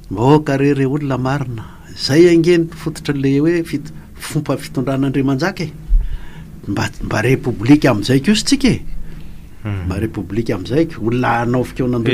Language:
Malagasy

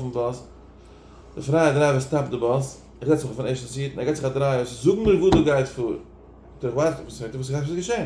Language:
Yiddish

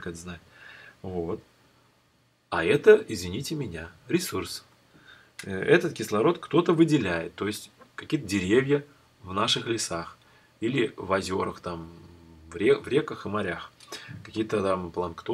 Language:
Russian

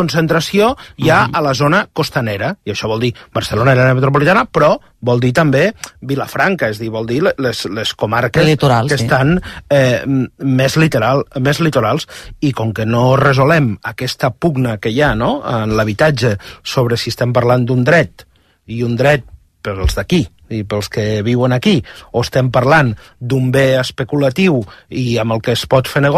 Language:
Catalan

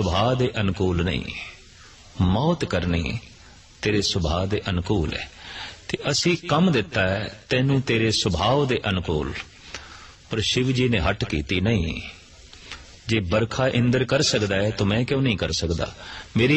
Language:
Punjabi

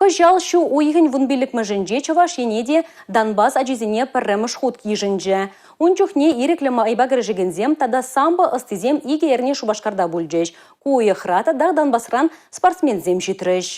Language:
Chuvash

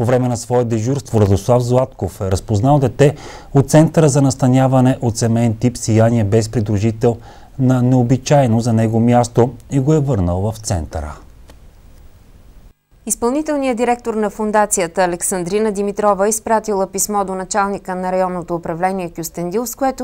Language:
Bulgarian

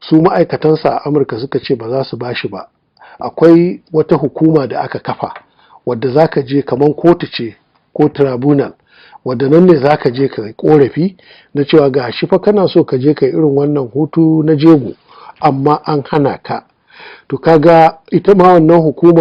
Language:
Hausa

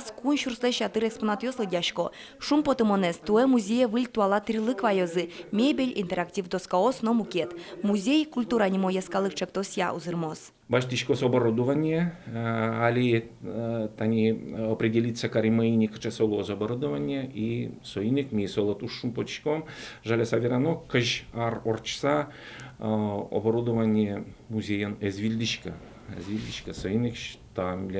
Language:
Udmurt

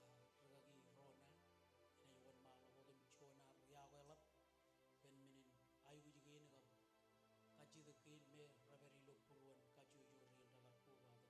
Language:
Marshallese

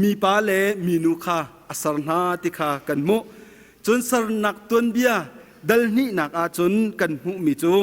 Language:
Hakha Chin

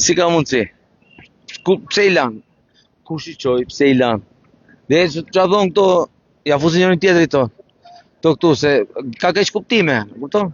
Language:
Albanian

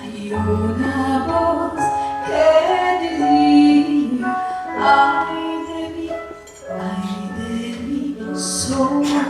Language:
Ladino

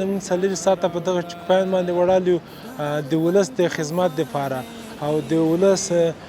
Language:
Pashto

